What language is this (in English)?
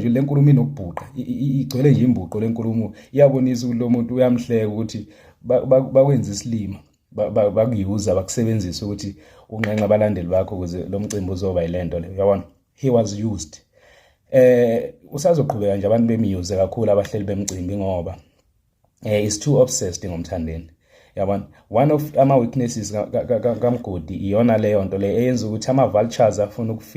Zulu